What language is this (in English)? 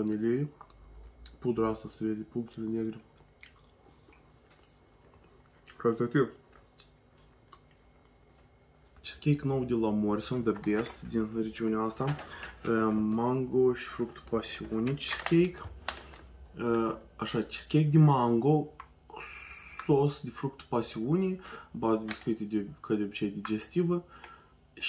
Romanian